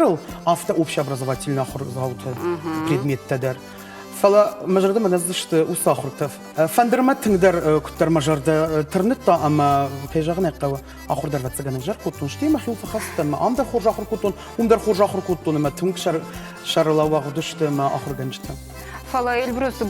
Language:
Ossetic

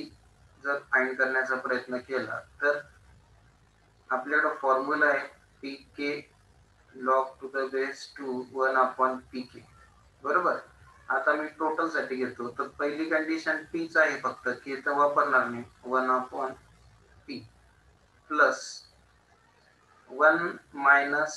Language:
Marathi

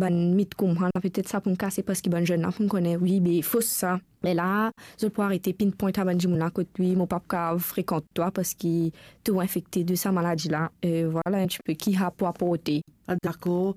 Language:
Morisyen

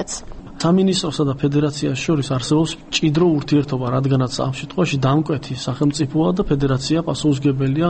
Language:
Georgian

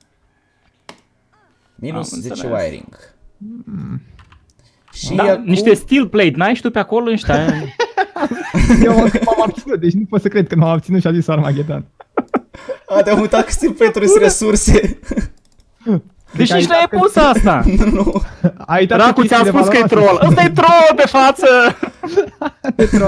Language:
Romanian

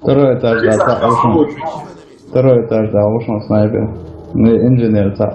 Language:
Chechen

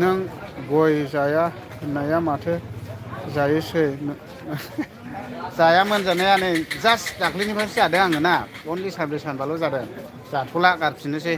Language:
Bodo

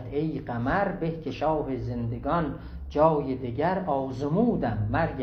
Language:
South Azerbaijani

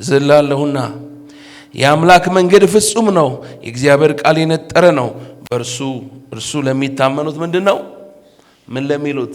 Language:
Amharic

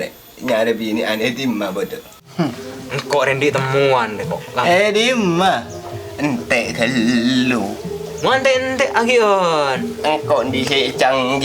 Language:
Madurese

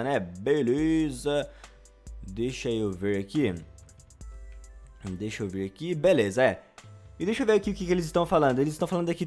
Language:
Portuguese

